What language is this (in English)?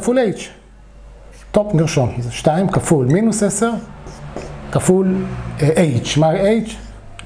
Hebrew